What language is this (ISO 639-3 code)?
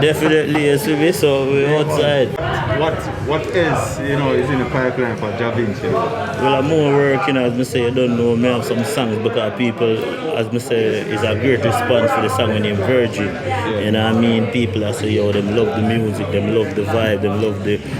jam